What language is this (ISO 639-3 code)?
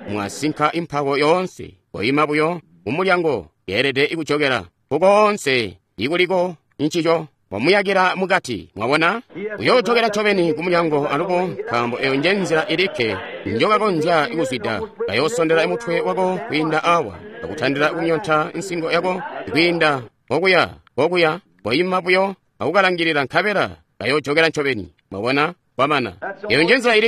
toi